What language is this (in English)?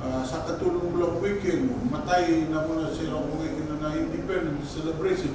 Fijian